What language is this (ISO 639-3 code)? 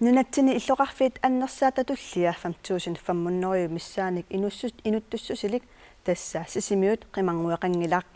kal